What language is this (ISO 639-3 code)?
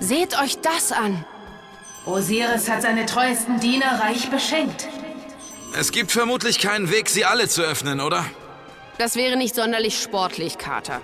bar